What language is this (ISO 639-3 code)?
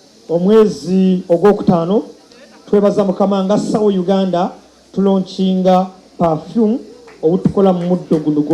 lug